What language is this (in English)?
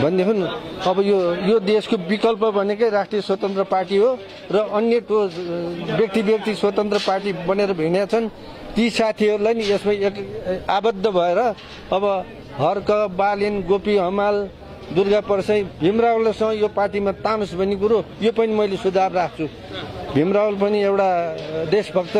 Nepali